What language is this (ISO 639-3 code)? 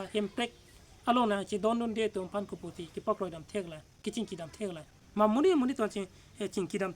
mjw